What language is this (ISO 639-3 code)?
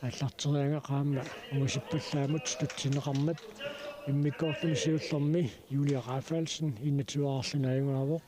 kal